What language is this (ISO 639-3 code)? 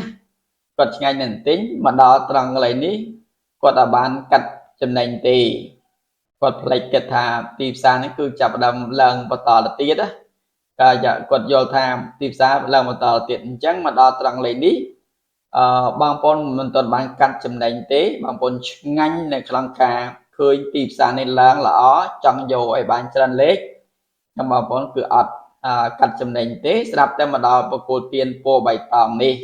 khm